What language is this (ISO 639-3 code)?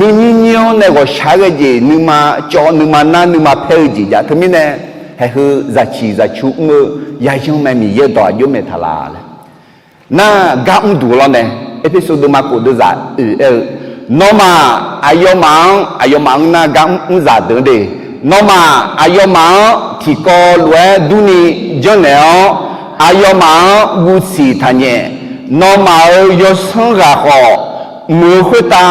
ahk